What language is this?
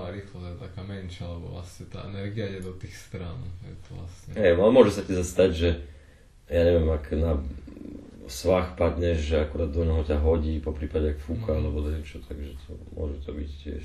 Slovak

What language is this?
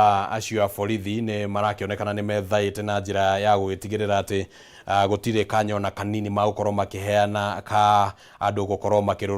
Kikuyu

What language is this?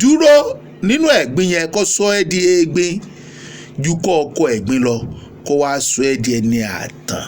Yoruba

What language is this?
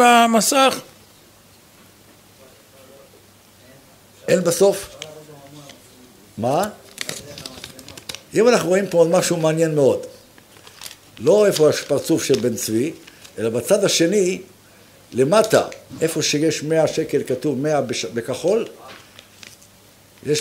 Hebrew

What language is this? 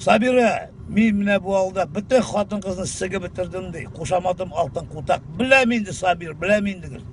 Tatar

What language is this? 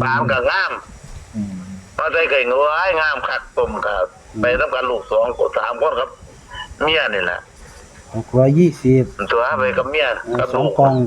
Northeastern Thai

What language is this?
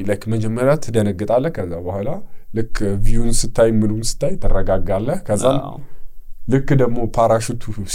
Amharic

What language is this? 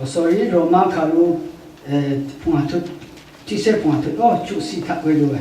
Rawang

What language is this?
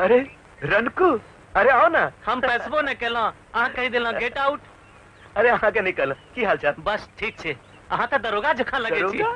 Maithili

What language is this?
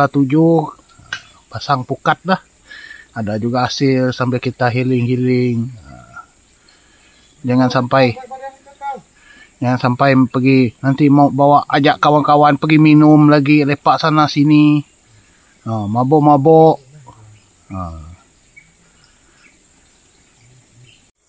Malay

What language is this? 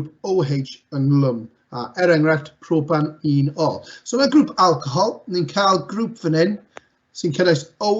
Welsh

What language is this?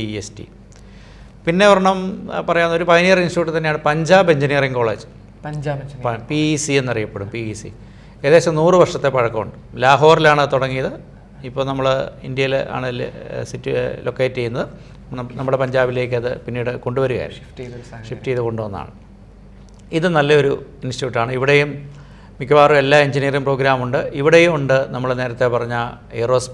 Malayalam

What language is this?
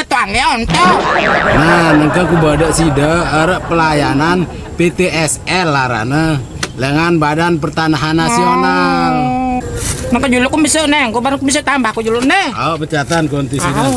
Sasak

